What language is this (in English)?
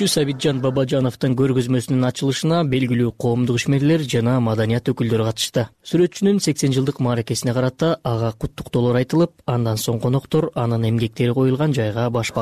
Kyrgyz